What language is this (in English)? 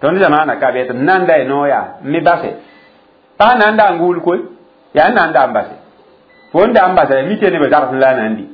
Mossi